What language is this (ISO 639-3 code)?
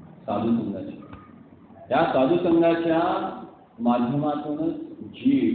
mar